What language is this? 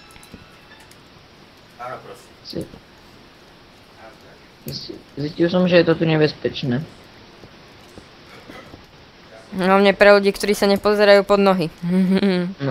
Slovak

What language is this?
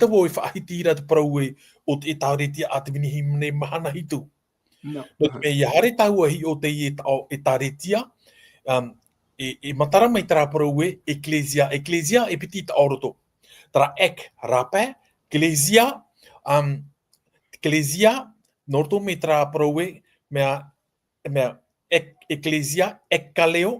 Tahitian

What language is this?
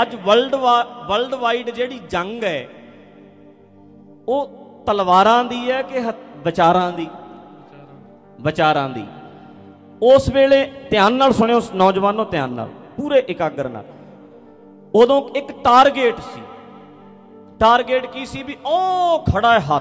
Punjabi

